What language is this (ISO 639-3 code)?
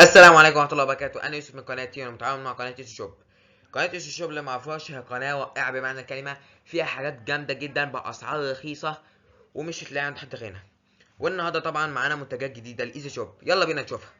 arz